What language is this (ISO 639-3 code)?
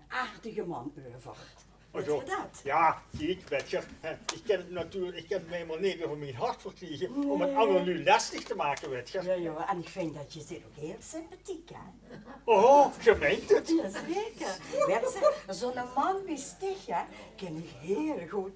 lim